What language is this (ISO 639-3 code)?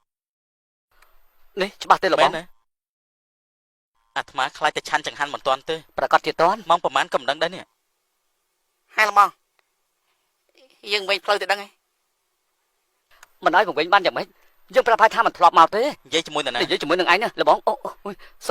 khm